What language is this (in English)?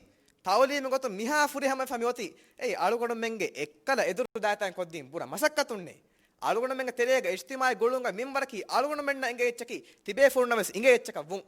Divehi